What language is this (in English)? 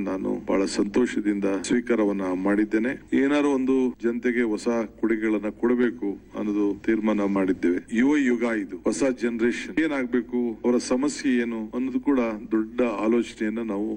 Kannada